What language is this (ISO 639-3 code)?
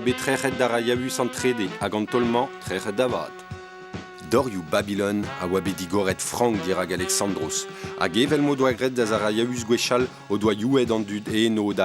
bre